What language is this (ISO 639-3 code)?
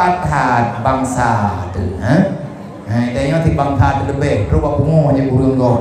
ace